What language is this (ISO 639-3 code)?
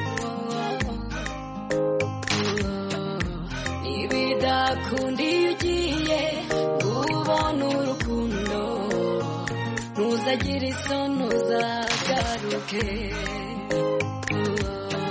kin